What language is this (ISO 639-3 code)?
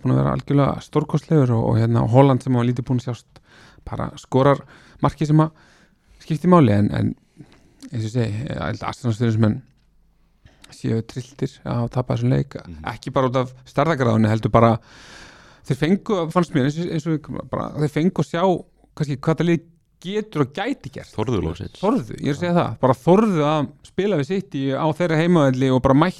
isl